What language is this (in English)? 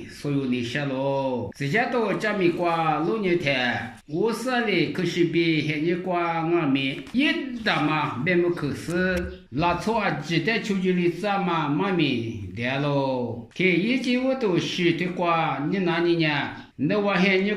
Lisu